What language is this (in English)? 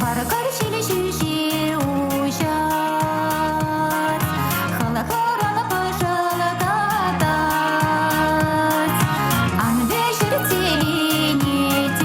Chuvash